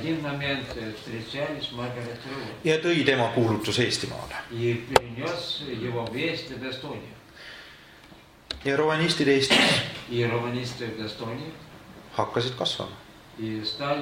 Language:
Estonian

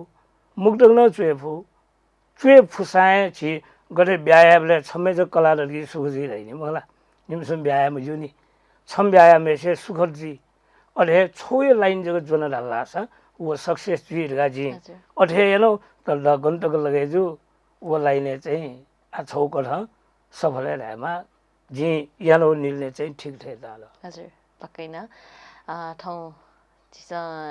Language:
Newari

